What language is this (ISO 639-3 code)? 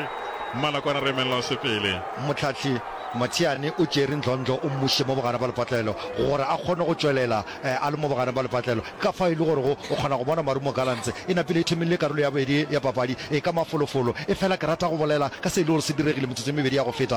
nso